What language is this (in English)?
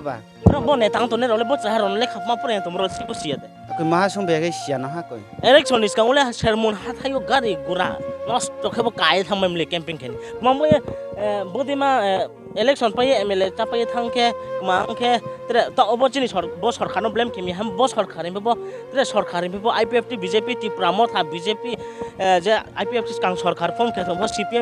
Riang (India)